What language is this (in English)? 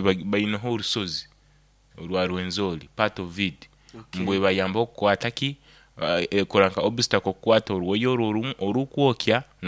Nyoro